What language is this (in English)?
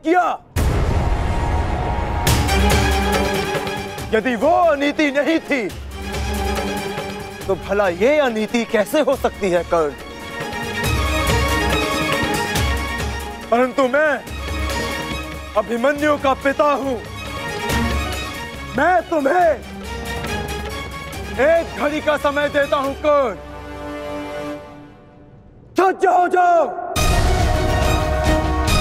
Hindi